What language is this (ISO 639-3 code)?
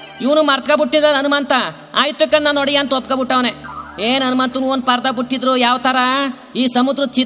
kan